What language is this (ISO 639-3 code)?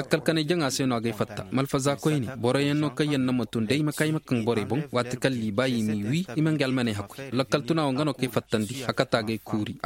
ses